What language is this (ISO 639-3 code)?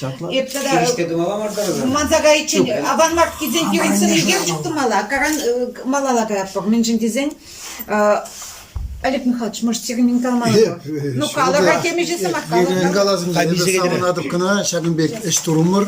chv